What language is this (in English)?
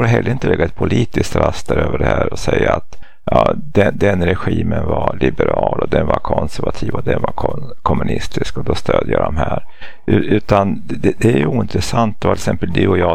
Swedish